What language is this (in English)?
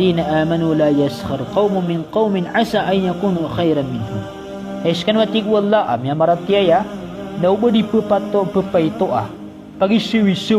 Maranao